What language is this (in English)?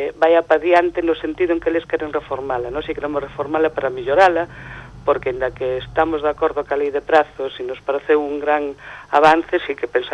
Galician